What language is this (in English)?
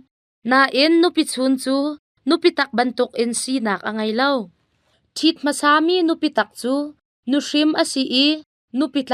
Hakha Chin